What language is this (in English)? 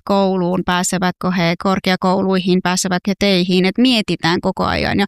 Finnish